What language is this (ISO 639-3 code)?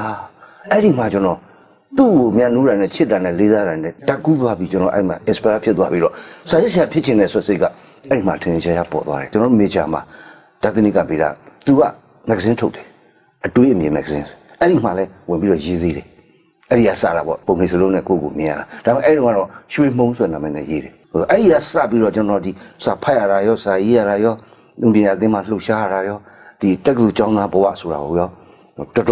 mya